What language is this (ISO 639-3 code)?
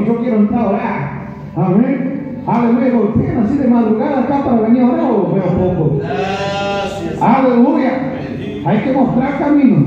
spa